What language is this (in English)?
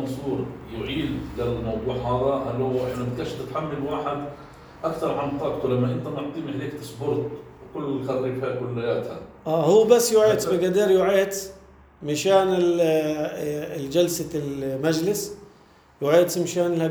North Levantine Arabic